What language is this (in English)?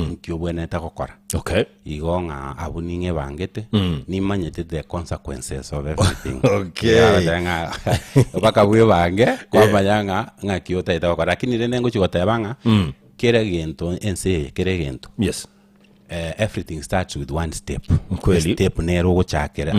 Gusii